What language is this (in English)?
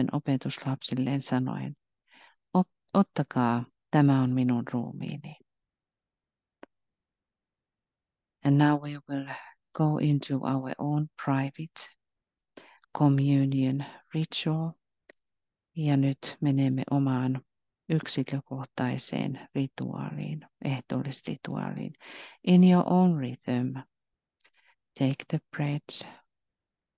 Finnish